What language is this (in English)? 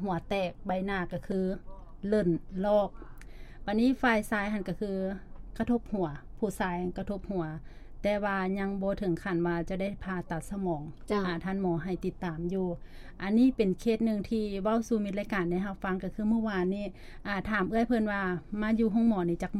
Lao